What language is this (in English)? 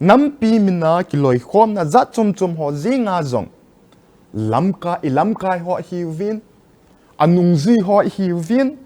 Thado Chin